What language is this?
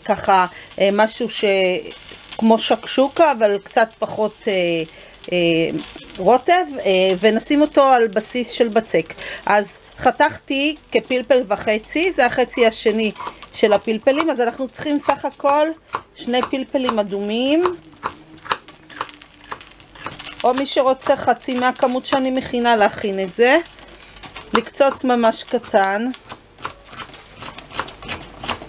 Hebrew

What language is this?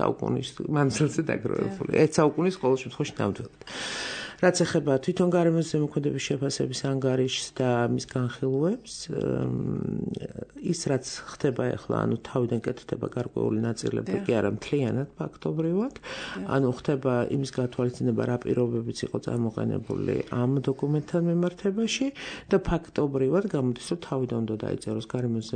Georgian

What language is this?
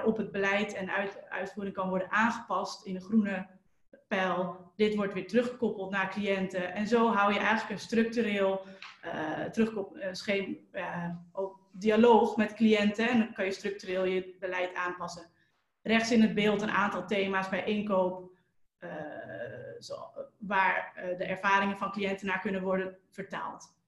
Dutch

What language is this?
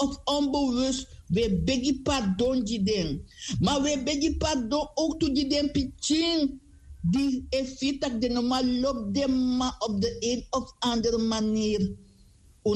Sranan Tongo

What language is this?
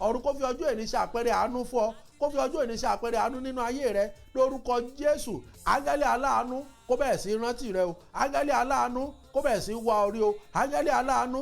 Yoruba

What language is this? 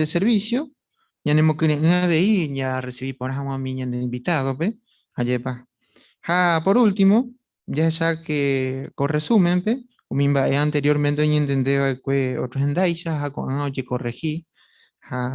Guarani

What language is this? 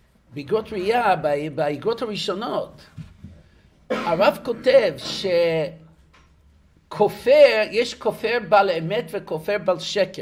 Hebrew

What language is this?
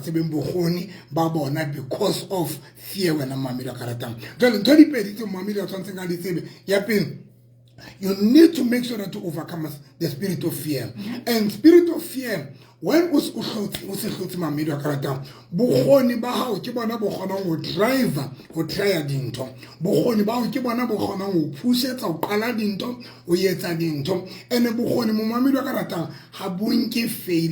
Southern Sotho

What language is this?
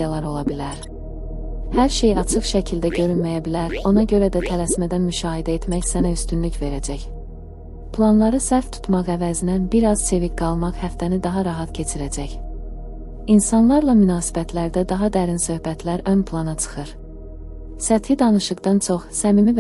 Azerbaijani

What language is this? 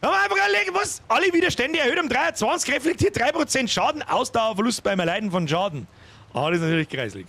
Bavarian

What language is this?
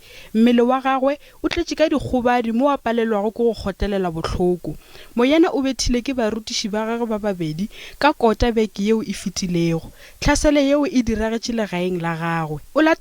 Northern Sotho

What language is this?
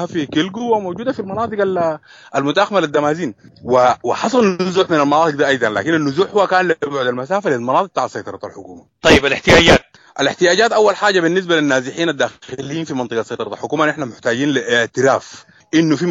Sudanese Arabic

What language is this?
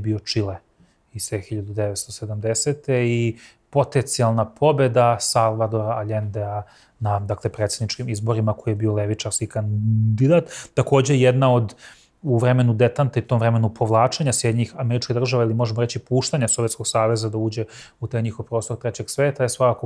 Serbian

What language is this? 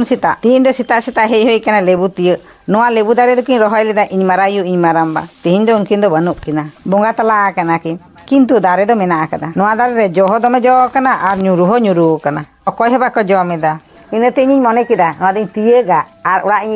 Santali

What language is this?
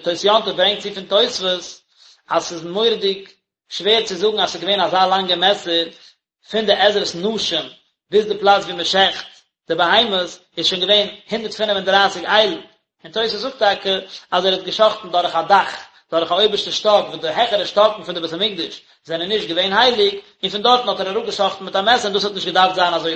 Yiddish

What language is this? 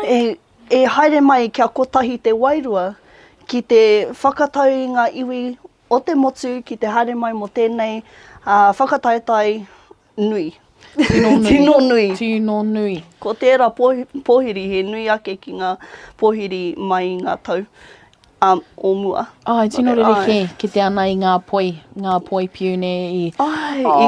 Māori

